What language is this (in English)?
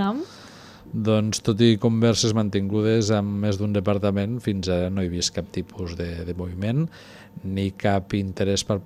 Catalan